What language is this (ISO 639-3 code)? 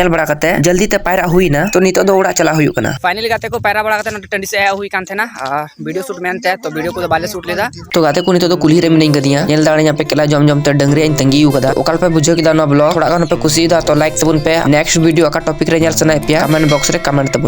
sat